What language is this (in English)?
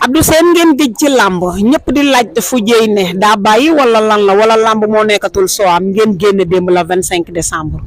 Wolof